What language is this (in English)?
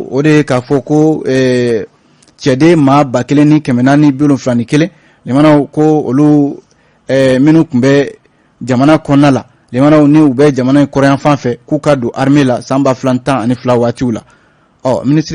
Bambara